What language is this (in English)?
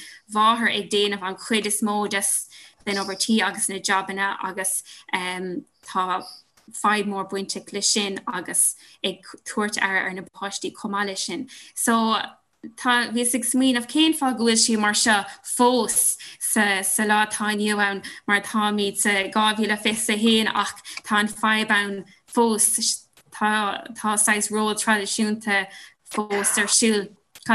Irish